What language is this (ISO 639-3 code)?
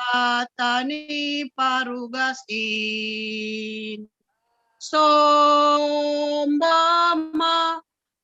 bts